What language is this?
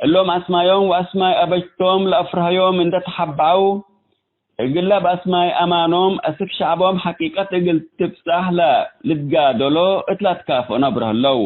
Tigre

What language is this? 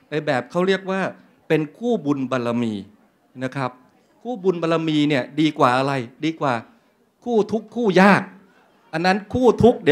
Thai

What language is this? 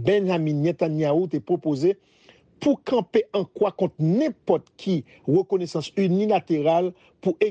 Haitian Creole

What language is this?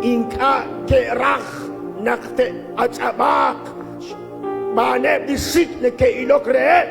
Kekchí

